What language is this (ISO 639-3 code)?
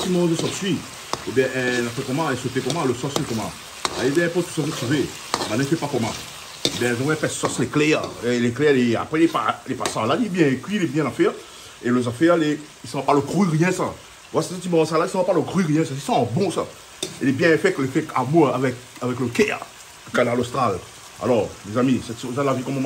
rcf